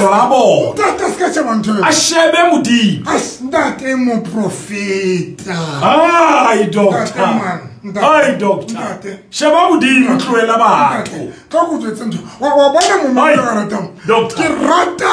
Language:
Southern Sotho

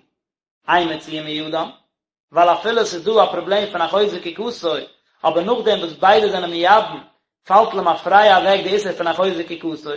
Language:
Yiddish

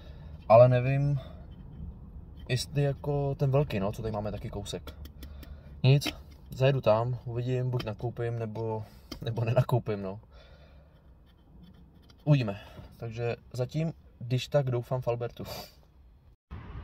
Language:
Czech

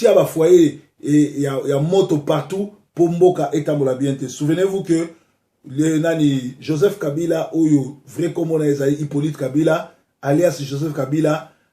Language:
Lingala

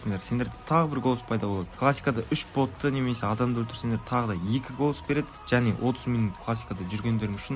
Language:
Kara-Kalpak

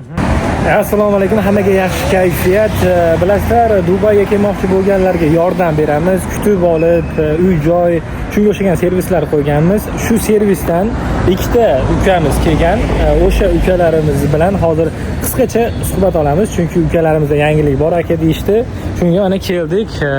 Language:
Uzbek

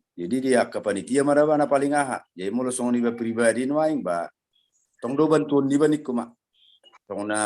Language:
Batak Toba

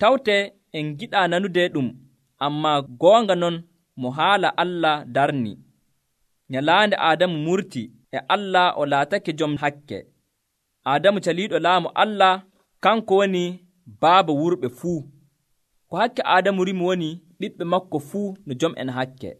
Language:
Nigerian Fulfulde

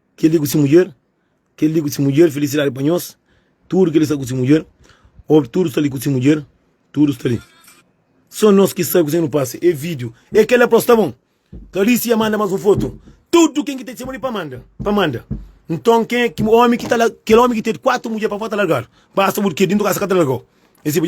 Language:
Kabuverdianu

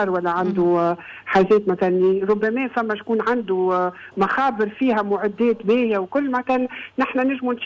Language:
Tunisian Arabic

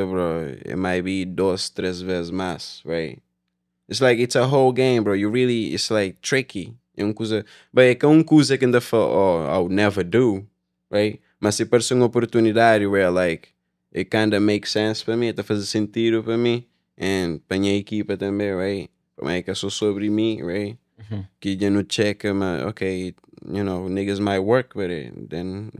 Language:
Kabuverdianu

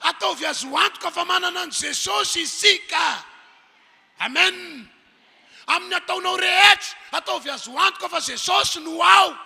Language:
Malagasy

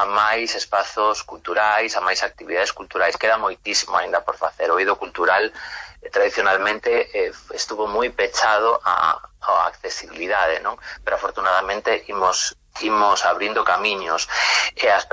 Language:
Galician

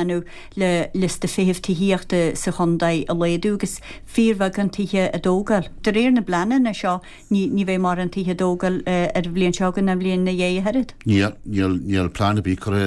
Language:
Irish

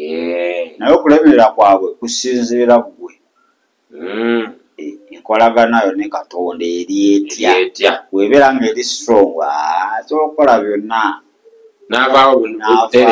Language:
Ganda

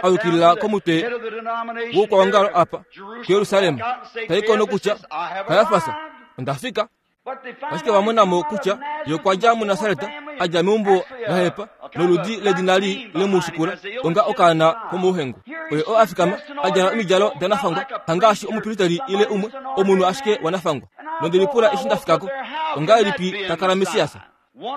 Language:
Kuanyama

